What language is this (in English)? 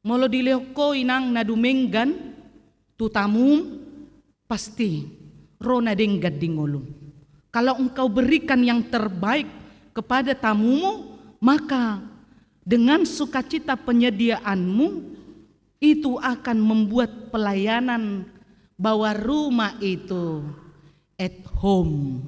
Batak Toba